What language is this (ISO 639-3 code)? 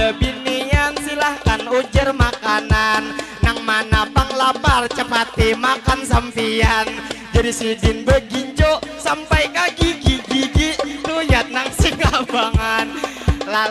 bjn